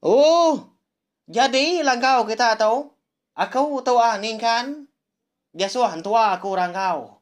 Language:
Iban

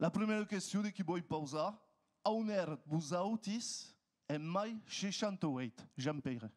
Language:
Occitan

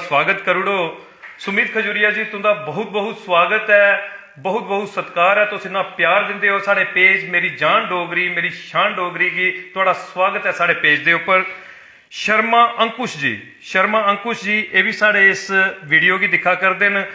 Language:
Dogri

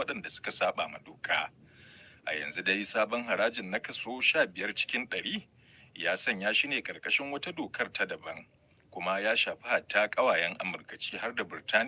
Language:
Hausa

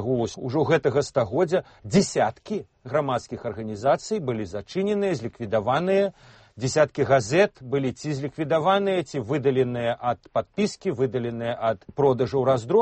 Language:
Belarusian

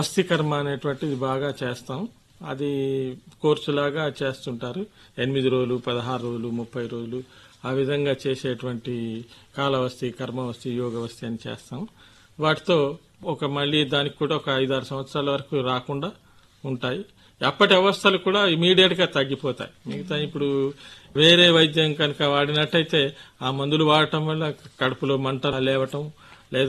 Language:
Telugu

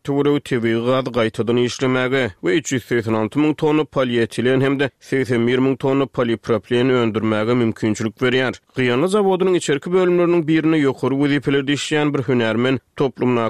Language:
Turkmen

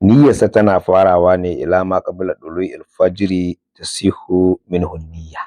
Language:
Hausa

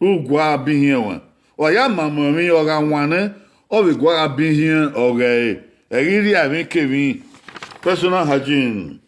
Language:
Bini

